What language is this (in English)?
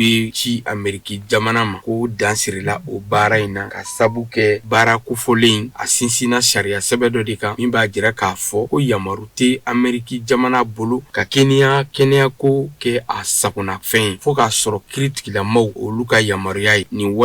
Bambara